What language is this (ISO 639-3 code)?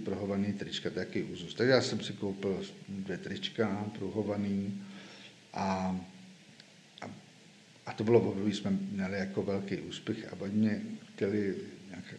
ces